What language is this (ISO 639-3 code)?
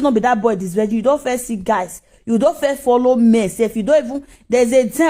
pcm